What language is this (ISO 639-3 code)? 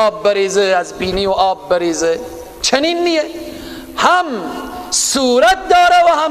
fas